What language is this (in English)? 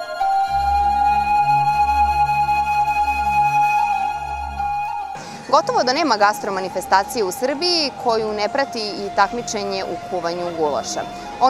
Serbian